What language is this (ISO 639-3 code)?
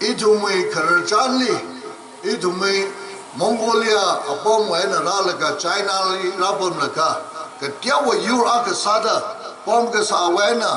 nmf